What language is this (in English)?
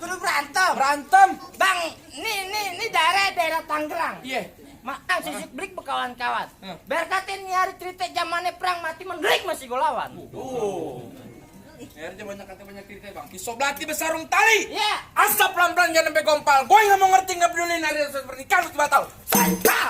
Betawi